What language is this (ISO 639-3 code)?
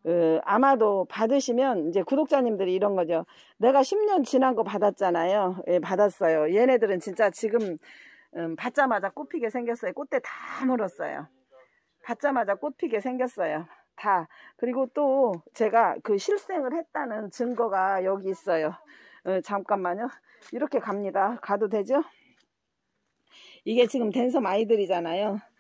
kor